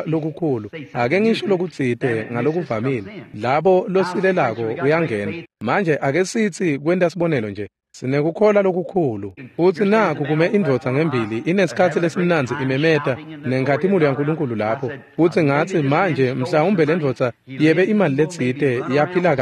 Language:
Swati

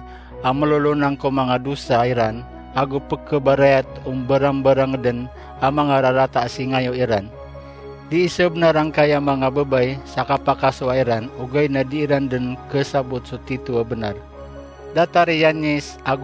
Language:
Maranao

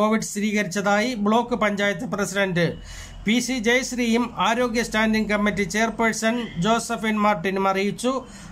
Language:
Malayalam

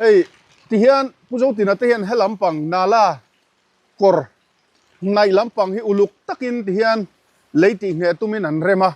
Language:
Mizo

